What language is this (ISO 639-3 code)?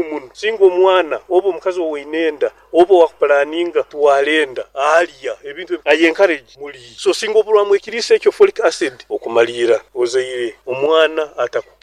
nyn